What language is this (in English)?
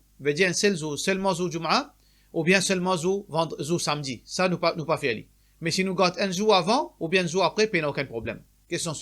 Morisyen